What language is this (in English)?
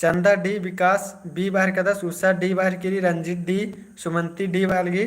Kurukh